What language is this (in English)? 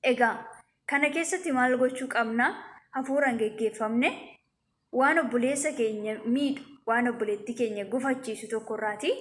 Oromo